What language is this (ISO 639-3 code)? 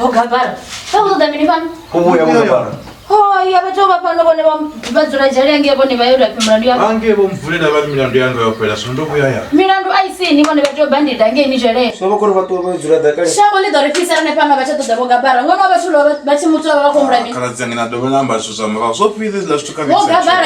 ven